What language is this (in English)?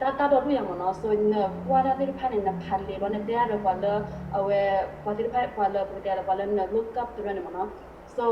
S'gaw Karen